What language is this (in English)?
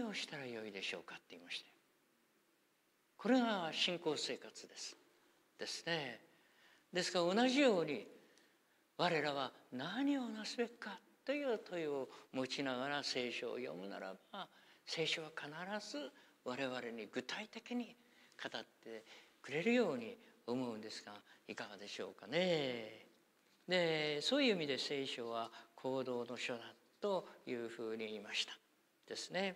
Japanese